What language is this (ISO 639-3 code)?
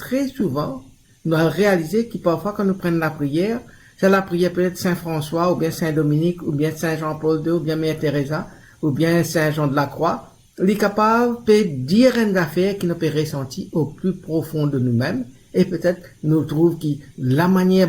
mfe